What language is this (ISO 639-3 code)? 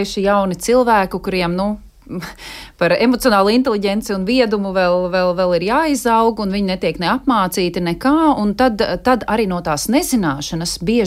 lav